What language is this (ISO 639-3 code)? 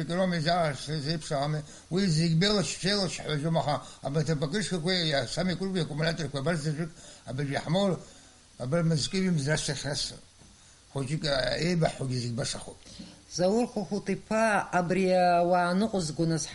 abk